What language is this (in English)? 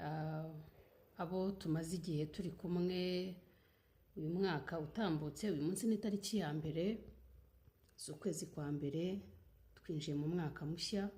Kinyarwanda